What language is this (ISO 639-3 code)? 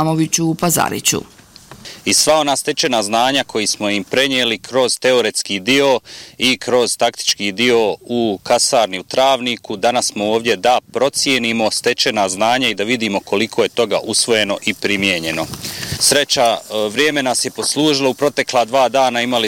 bos